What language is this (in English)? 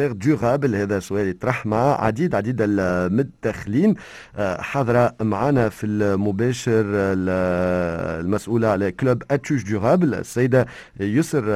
Tunisian Arabic